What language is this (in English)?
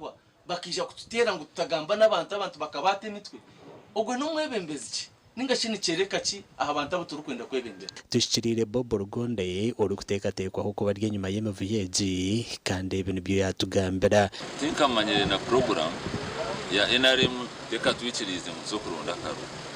Nyankole